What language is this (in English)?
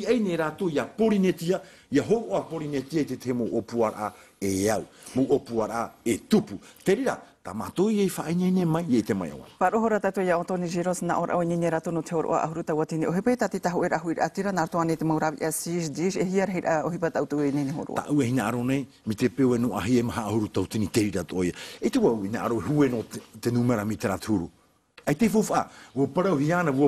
Tahitian